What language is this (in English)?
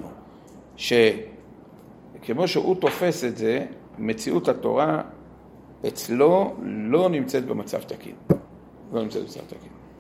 Hebrew